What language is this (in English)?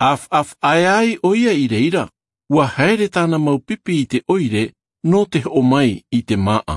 Tahitian